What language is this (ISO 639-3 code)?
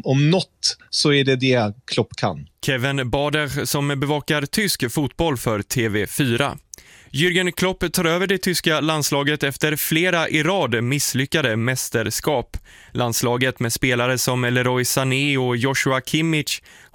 swe